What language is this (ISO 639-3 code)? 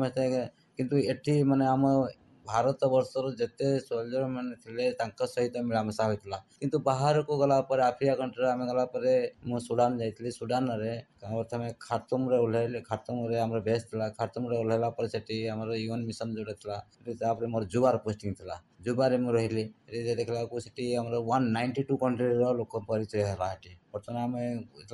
ori